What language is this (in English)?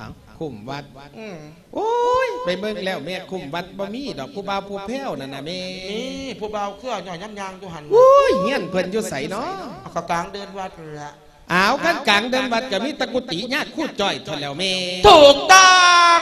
Lao